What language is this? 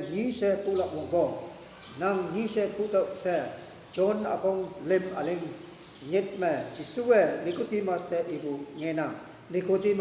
Konyak Naga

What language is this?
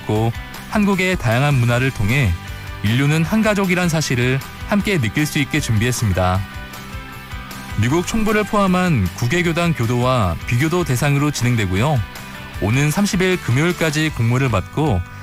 Korean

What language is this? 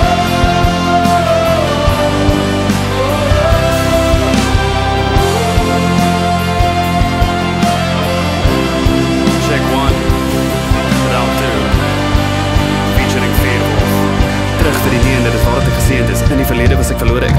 Afrikaans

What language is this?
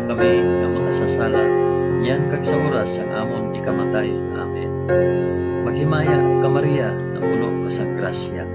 Hiligaynon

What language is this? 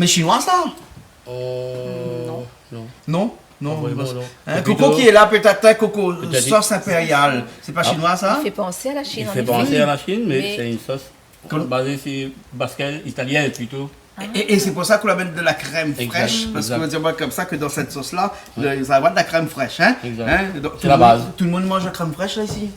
Réunion Creole French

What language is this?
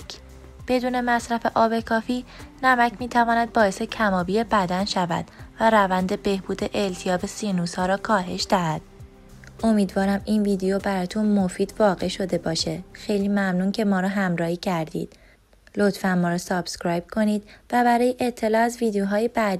Persian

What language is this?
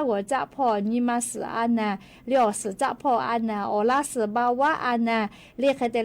Lahu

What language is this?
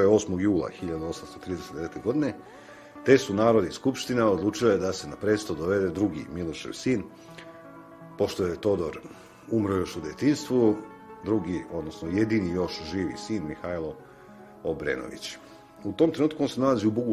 Serbian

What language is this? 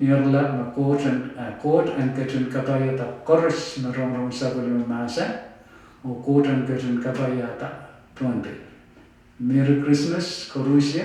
Pohnpeian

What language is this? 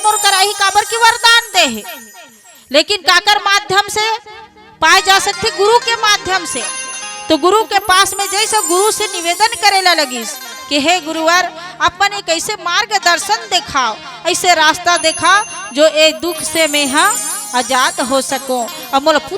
Chhattisgarhi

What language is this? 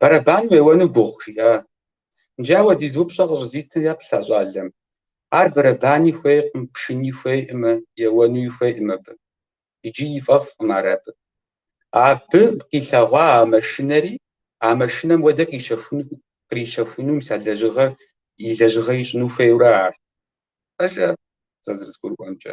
Kabardian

